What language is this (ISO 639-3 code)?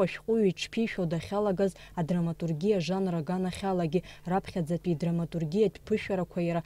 abk